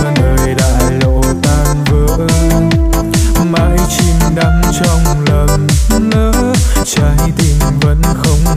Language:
Vietnamese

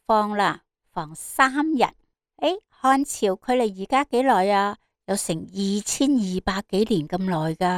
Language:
Cantonese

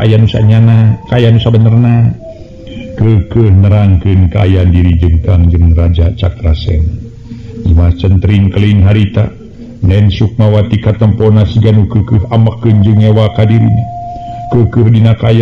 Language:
Sundanese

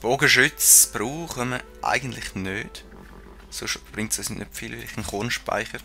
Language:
Swiss German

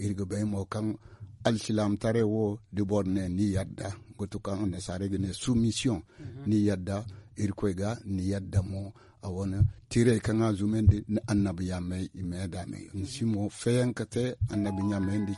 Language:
Zarma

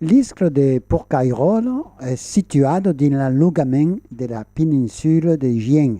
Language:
Occitan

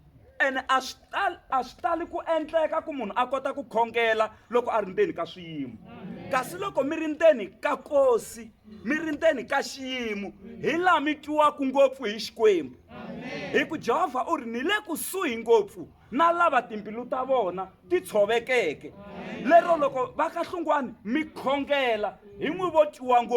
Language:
Tsonga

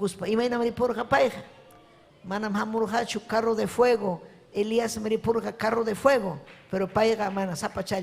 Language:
Ayacucho Quechua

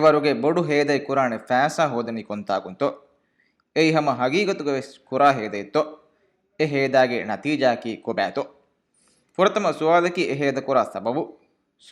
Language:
Divehi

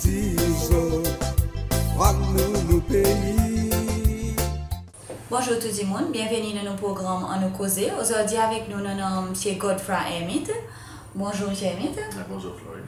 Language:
Seselwa Creole French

